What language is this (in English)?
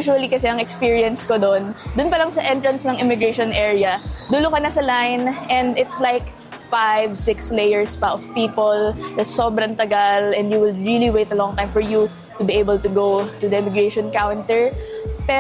Filipino